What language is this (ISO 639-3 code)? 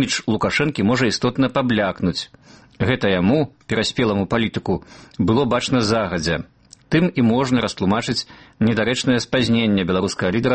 bel